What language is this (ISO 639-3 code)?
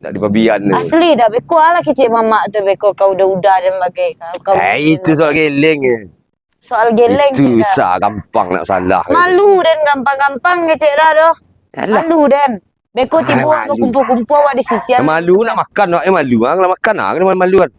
min